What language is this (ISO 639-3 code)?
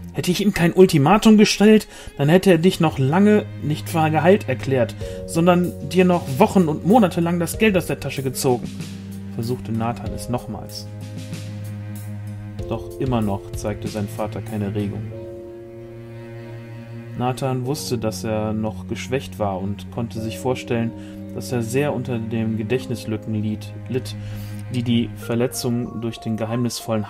deu